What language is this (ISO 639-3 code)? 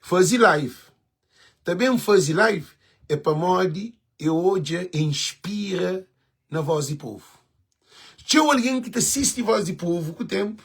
kea